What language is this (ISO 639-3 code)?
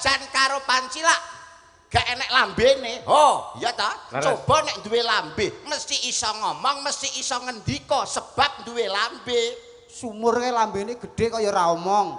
jav